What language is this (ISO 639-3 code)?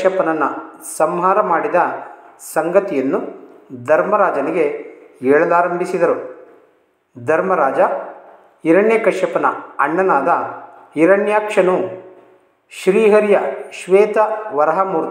kan